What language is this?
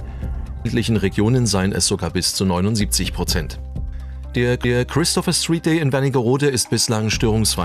German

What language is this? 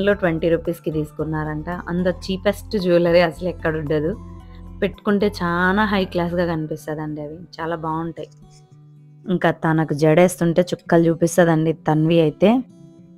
Telugu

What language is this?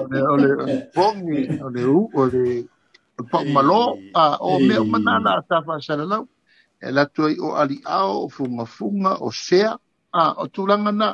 Samoan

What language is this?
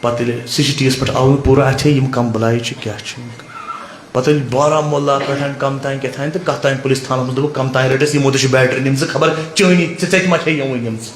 Kashmiri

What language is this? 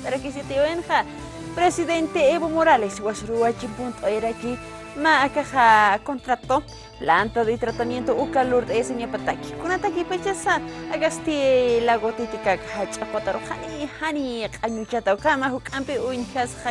Aymara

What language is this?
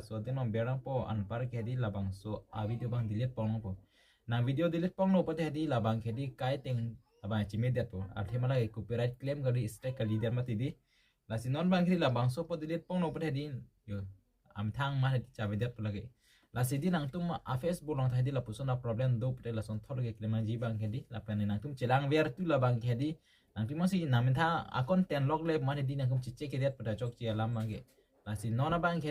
Karbi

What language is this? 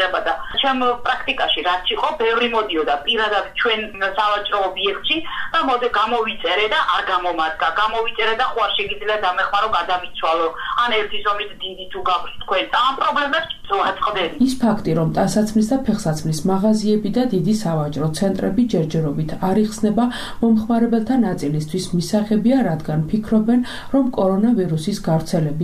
Georgian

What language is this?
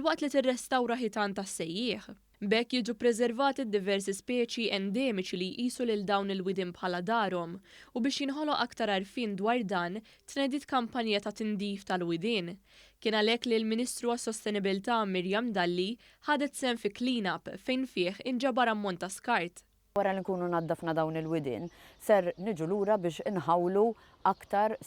Maltese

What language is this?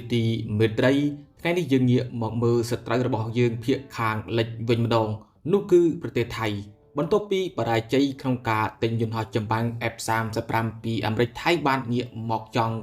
Khmer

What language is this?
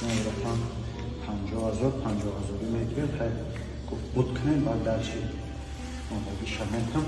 Tajik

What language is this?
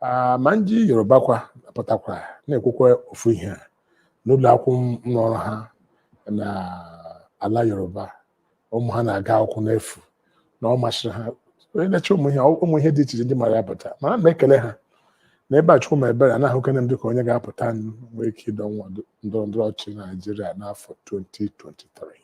Igbo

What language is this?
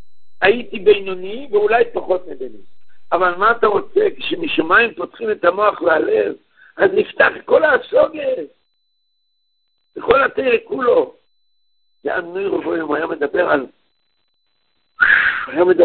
Hebrew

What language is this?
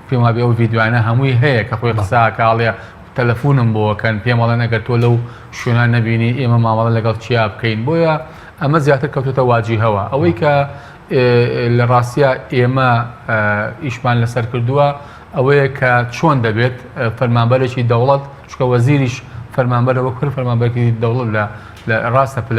Central Kurdish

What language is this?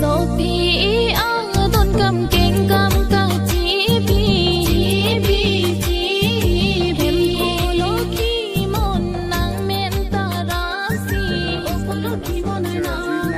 Karbi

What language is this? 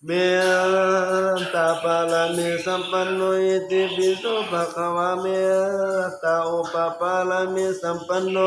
Pali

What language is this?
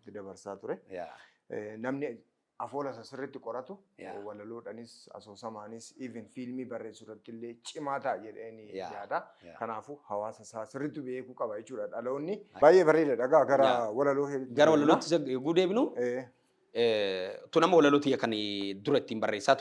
Oromo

